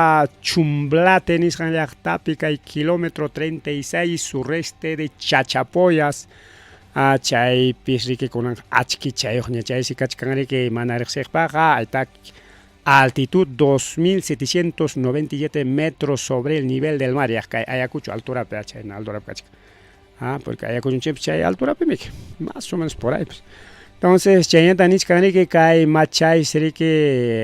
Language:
Ayacucho Quechua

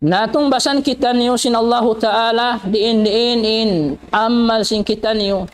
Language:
Tausug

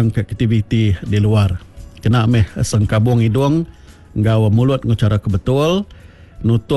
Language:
Iban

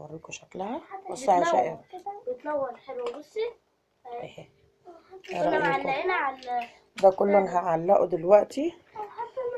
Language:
Egyptian Arabic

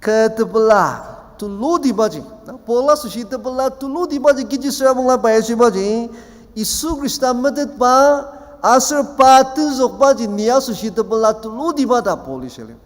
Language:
Ao Naga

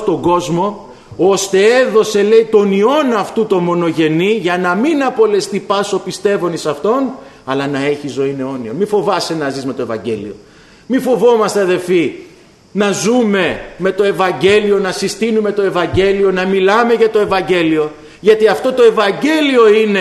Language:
Greek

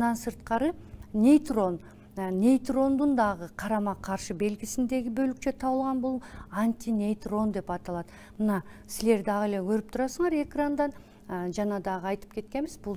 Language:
Kyrgyz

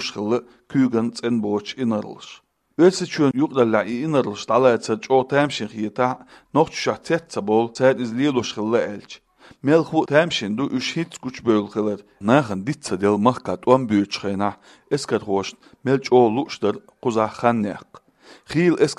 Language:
Chechen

